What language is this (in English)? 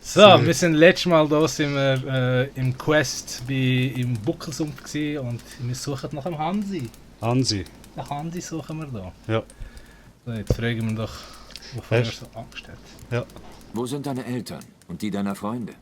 Swiss German